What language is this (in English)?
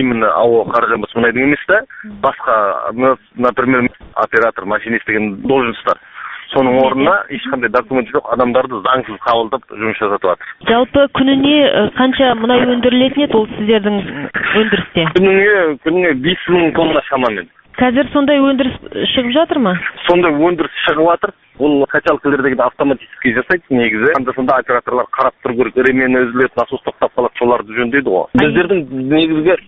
Kazakh